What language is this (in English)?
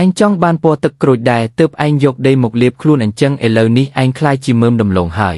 Khmer